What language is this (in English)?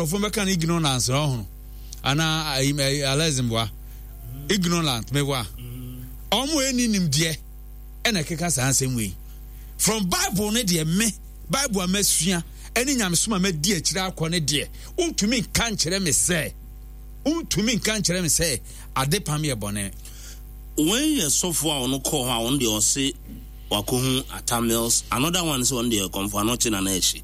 Akan